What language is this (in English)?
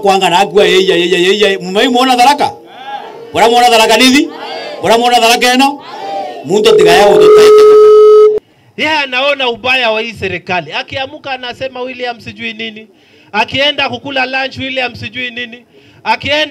Meru